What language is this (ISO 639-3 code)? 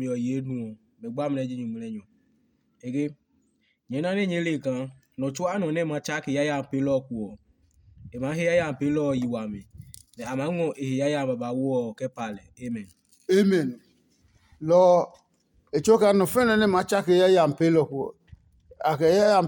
ada